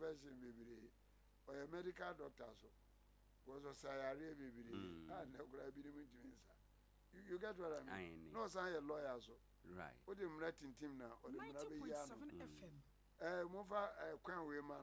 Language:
Akan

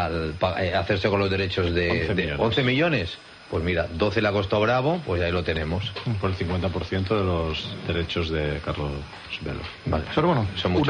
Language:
Spanish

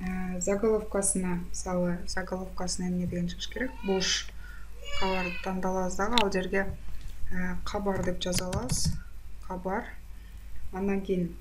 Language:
Kyrgyz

